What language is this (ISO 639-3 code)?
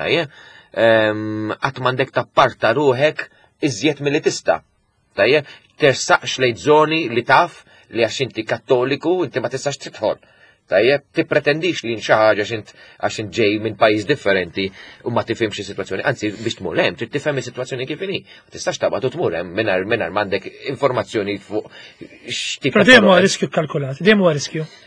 mlt